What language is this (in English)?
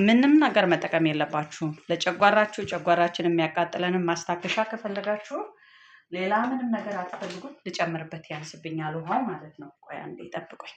Amharic